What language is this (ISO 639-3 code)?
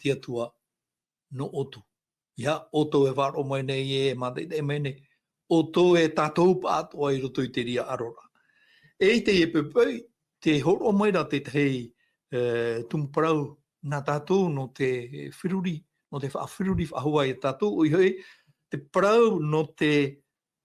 tah